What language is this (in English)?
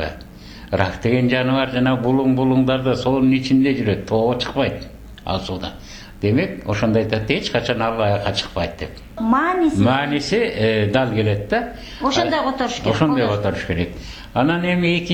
Kyrgyz